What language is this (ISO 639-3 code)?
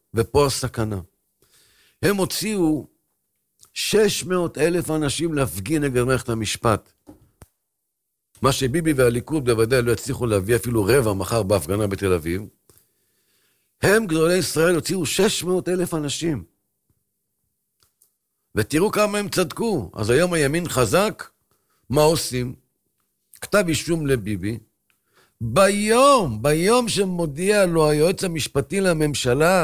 heb